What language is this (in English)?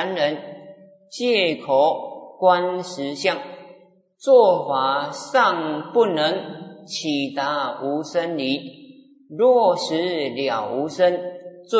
Chinese